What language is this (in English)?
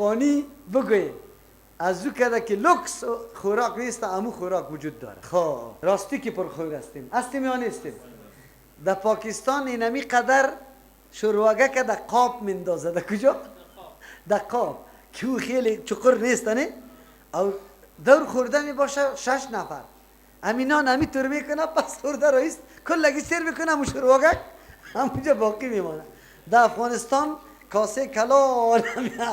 Persian